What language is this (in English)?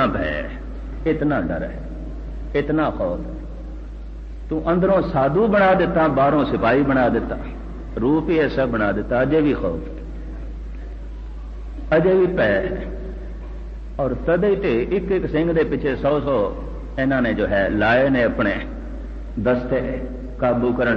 Punjabi